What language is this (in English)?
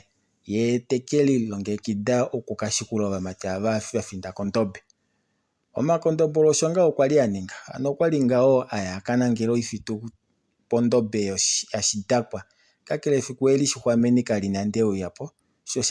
Kuanyama